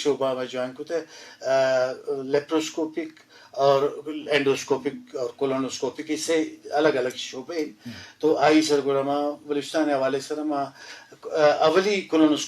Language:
Brahui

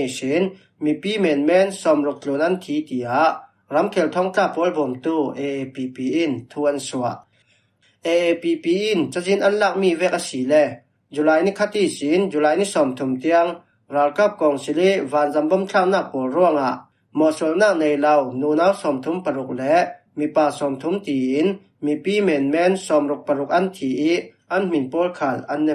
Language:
Falam Chin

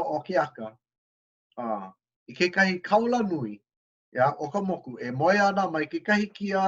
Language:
Hawaiian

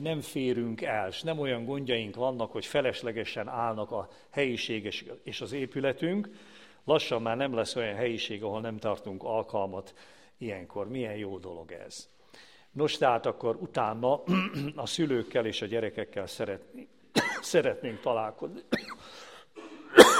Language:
Hungarian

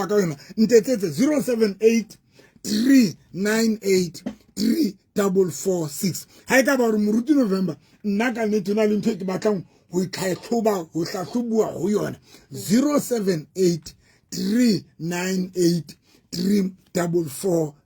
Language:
Southern Sotho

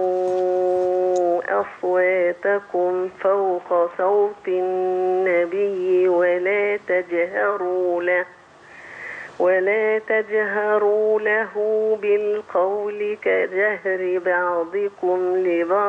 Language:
Egyptian Arabic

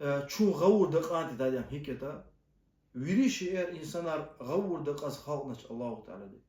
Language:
Lezghian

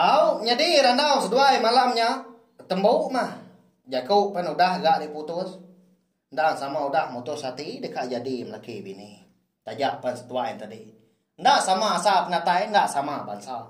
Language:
Iban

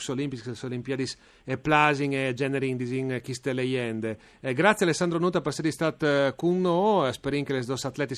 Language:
Friulian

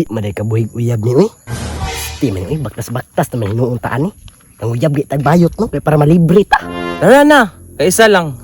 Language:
Cebuano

